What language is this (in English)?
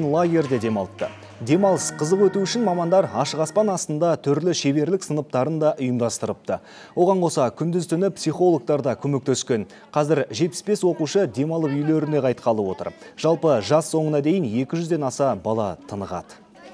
Kazakh